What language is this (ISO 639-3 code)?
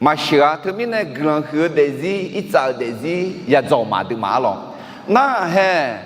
ahk